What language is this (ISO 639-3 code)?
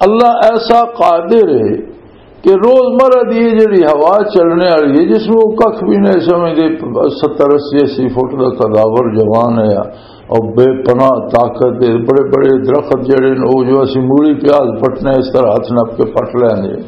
lah